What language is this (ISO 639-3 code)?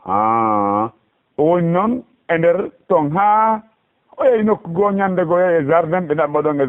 ful